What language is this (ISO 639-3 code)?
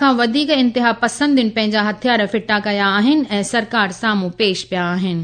snd